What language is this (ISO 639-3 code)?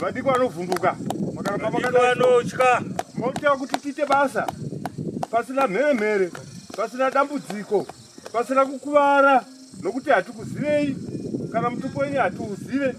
sna